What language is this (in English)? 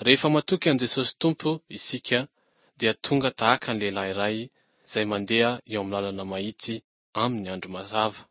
Malagasy